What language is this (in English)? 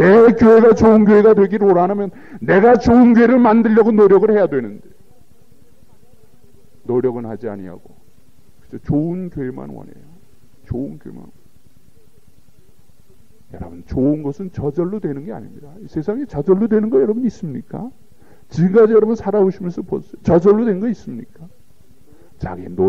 Korean